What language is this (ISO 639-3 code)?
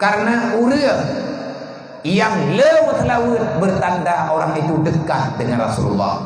ace